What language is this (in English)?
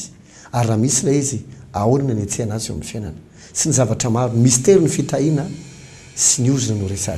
Malagasy